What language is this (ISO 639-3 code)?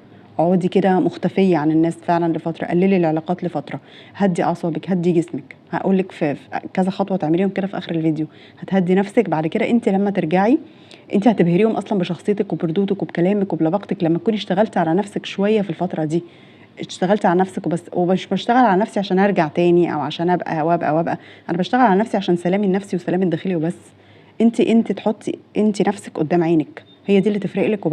arz